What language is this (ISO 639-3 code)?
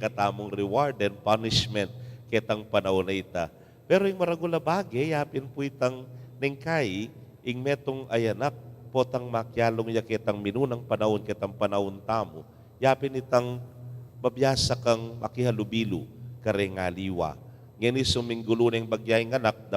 pam